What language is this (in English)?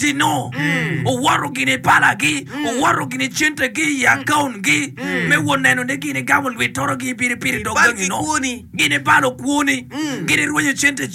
Acoli